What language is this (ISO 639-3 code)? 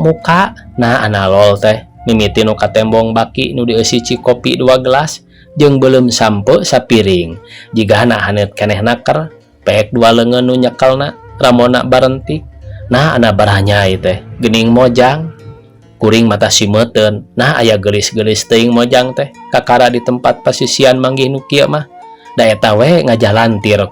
sun